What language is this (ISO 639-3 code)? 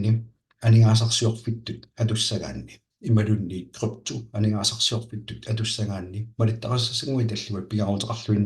kal